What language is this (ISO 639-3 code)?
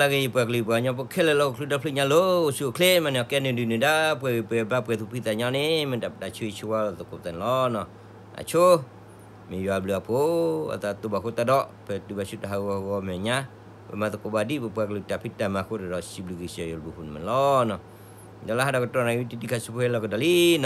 ksw